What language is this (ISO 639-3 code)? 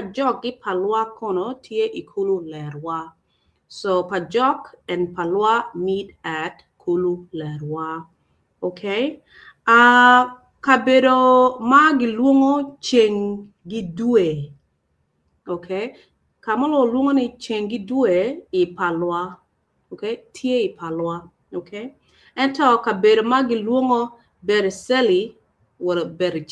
ach